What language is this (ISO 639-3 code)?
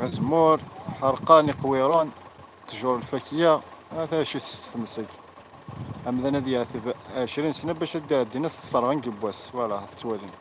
kab